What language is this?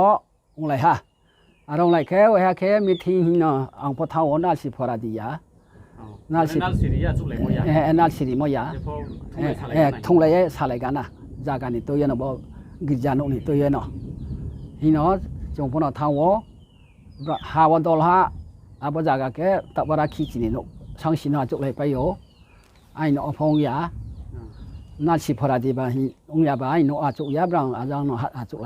Riang (India)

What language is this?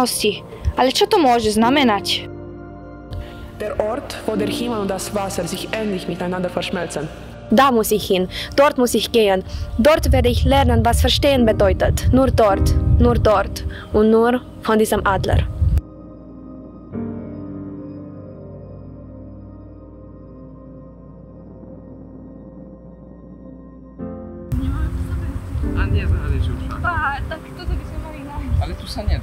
Slovak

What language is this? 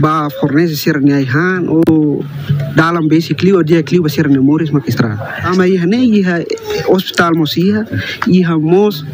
Tetum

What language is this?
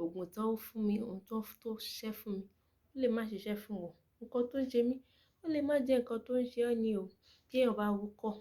Yoruba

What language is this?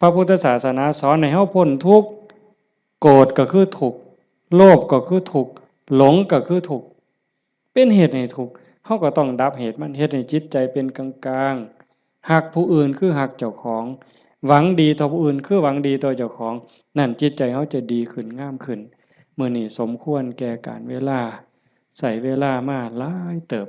Northeastern Thai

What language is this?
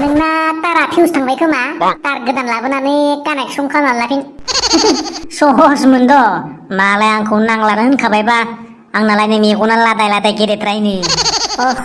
Bodo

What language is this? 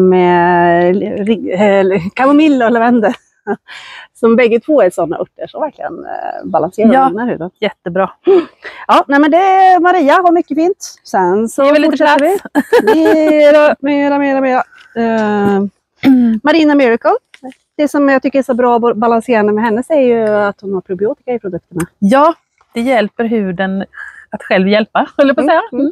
Swedish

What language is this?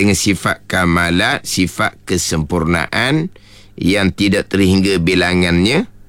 Malay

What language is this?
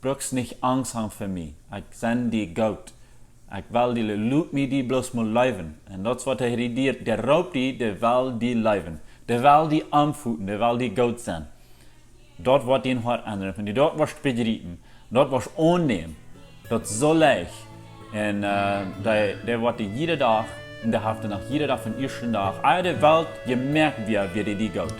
Plautdietsch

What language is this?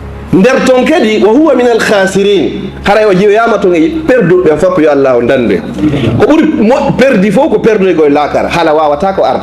Fula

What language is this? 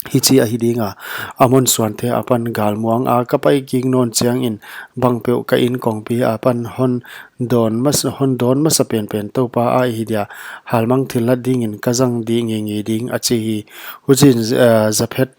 Paite Chin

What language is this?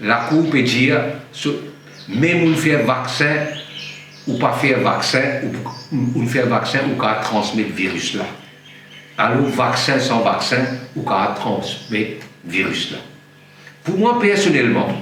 Morisyen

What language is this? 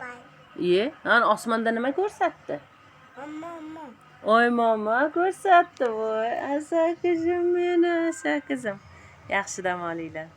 Uzbek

